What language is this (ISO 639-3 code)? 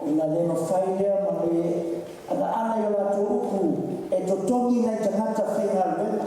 smo